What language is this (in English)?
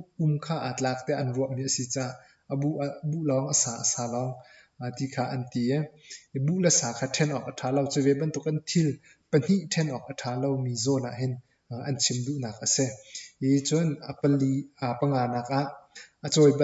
Hakha Chin